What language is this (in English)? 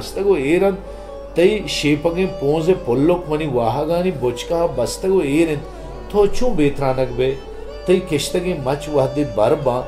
Baluchi